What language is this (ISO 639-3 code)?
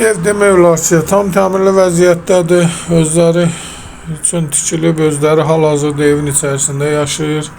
aze